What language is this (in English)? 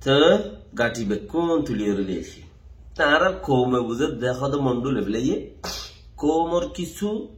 Rohingya